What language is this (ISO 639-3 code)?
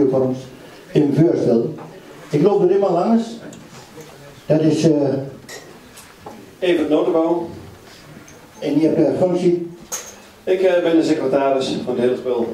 nld